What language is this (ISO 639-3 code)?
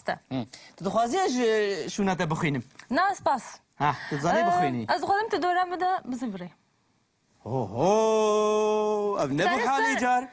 kur